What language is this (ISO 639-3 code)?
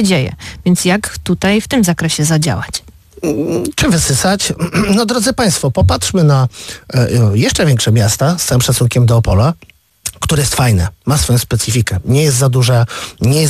pol